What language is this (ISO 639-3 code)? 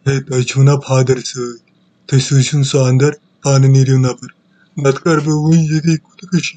kas